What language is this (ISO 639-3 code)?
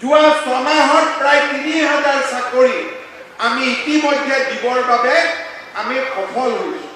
asm